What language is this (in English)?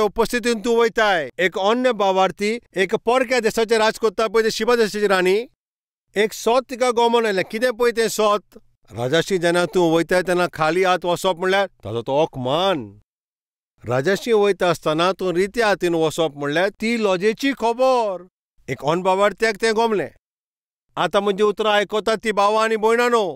Konkani